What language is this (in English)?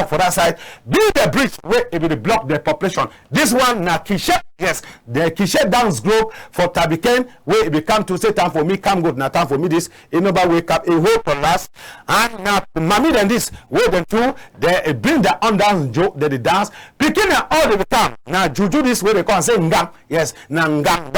Cameroon Pidgin